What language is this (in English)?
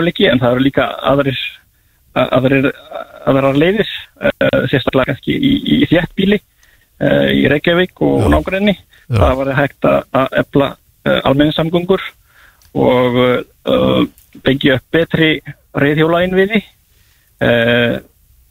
Icelandic